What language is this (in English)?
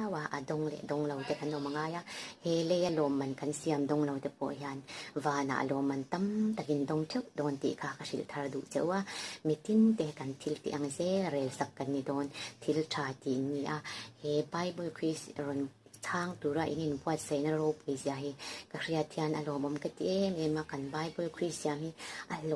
Mizo